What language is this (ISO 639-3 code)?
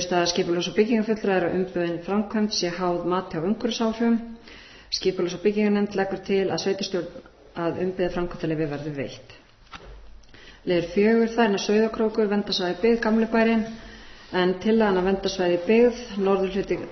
isl